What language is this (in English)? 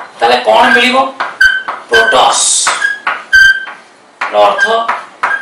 Odia